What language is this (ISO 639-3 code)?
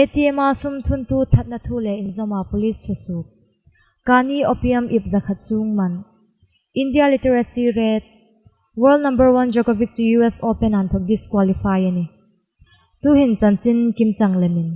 hmr